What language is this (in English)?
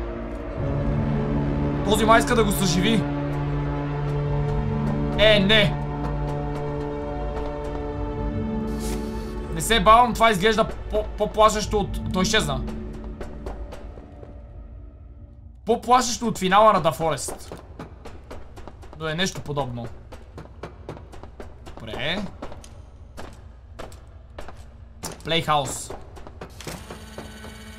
Bulgarian